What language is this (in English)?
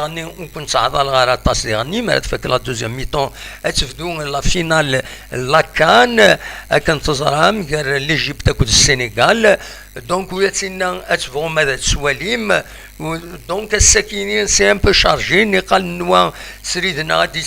Kabyle